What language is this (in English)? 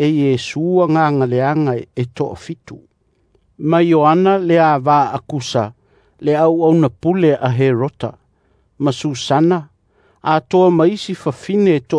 Samoan